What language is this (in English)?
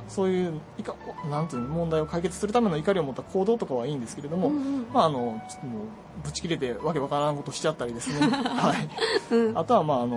Japanese